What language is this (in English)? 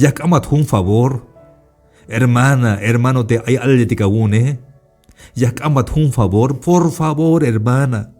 Tzeltal